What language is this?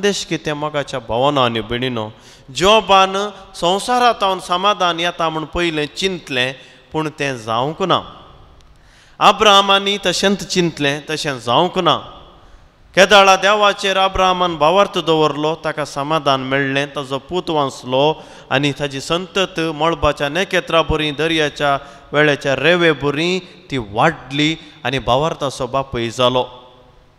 Konkani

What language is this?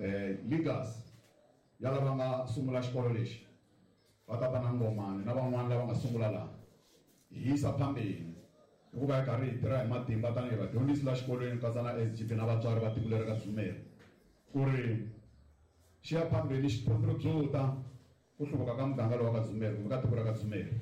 Tsonga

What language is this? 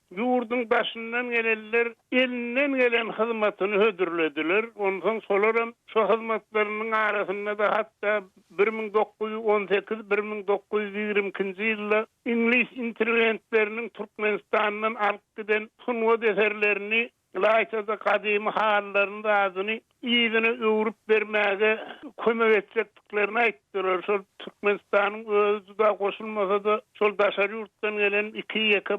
Turkmen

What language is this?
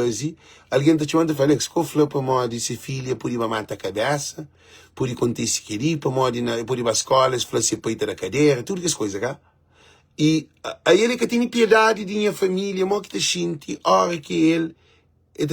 Kabuverdianu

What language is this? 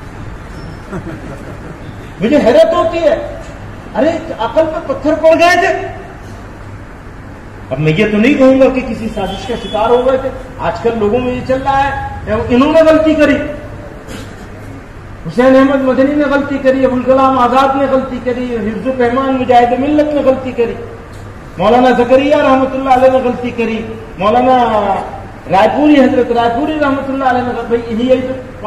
Urdu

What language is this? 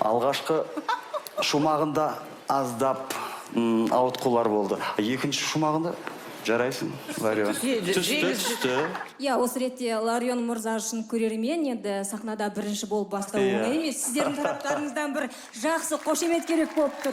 Kazakh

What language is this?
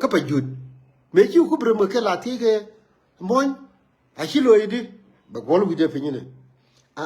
Nuer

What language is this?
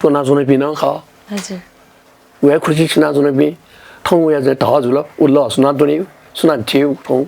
Newari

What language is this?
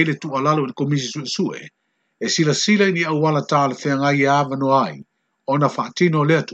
Samoan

